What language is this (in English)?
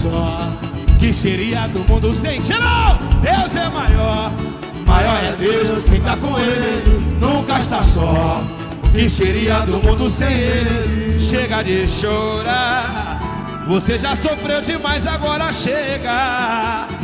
Portuguese